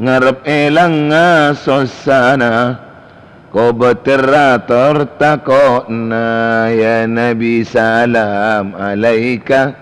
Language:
Madurese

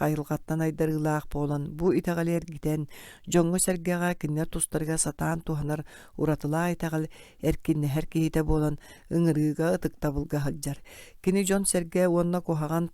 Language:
Yakut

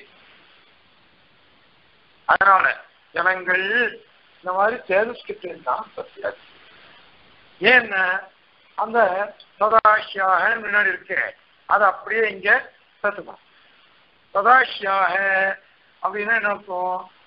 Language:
Tamil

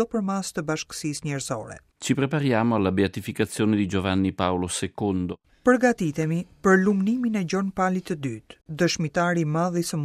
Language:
Albanian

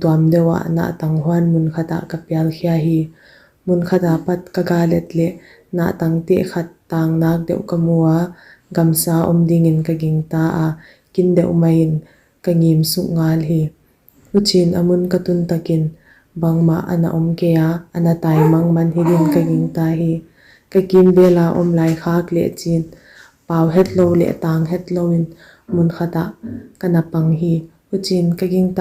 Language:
Paite Chin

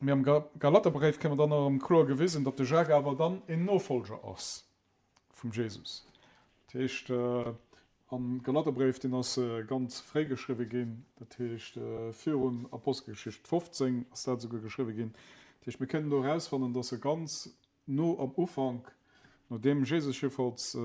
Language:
Luxembourgish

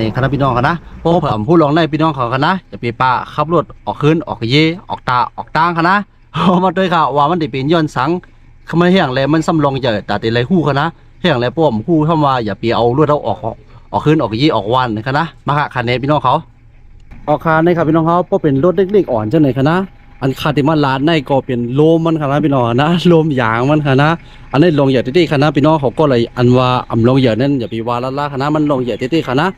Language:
Shan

